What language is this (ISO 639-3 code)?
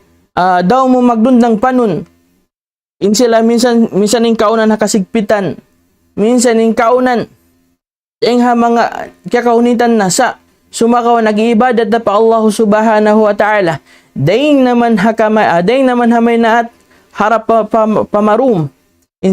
tsg